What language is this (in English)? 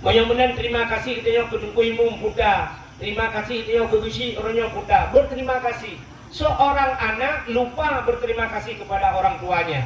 Achinese